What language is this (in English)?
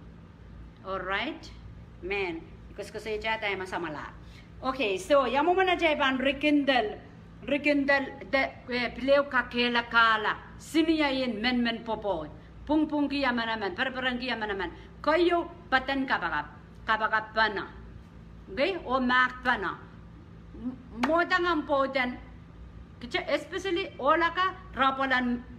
Pohnpeian